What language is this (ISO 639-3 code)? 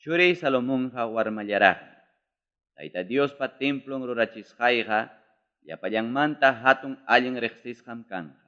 quy